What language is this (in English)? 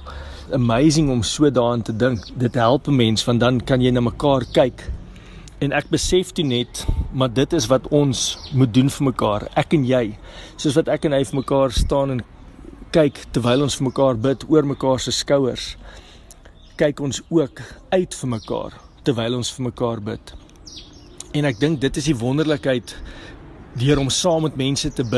Afrikaans